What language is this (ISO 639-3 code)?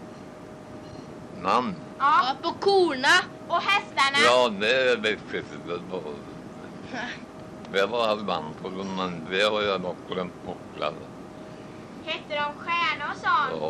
swe